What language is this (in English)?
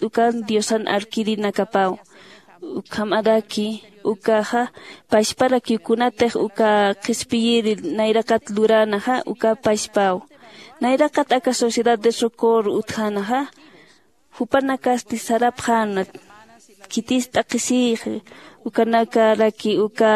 Aymara